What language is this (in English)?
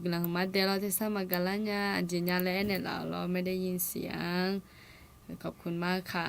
Akha